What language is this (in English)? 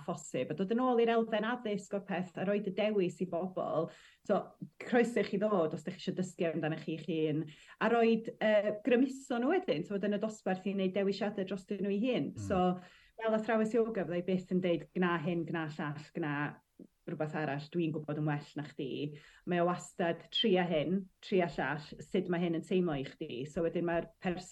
Welsh